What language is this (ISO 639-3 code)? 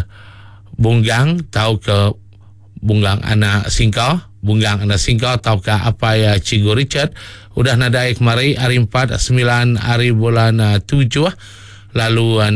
iba